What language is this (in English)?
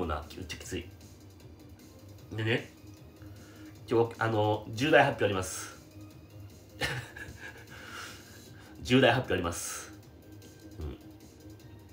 Japanese